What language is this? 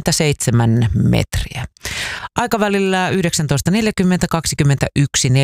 Finnish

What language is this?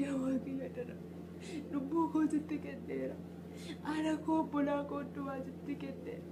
Oromo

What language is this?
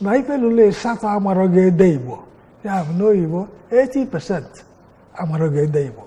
Igbo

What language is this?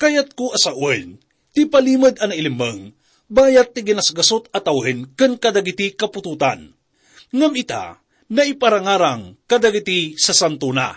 Iloko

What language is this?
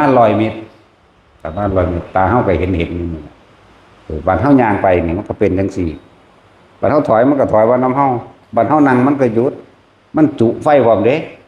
Northeastern Thai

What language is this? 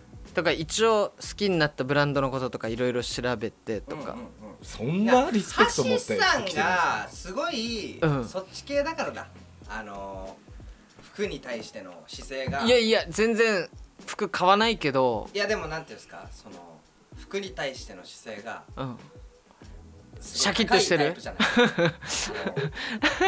Japanese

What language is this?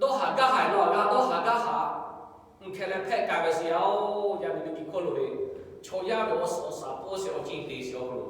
Lahu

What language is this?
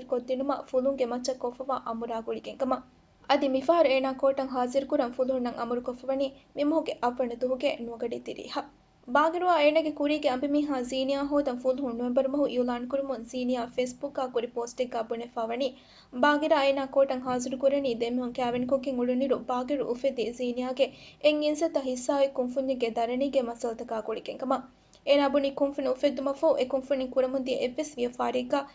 Divehi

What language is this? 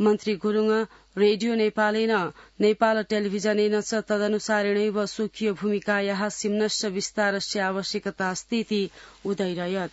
Sanskrit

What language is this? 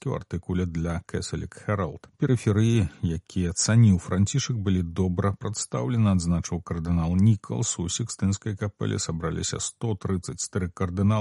Belarusian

